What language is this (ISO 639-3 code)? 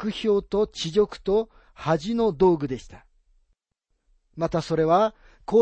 jpn